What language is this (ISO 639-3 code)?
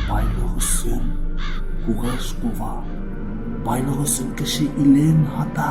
bak